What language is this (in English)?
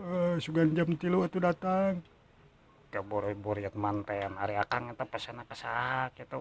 Sundanese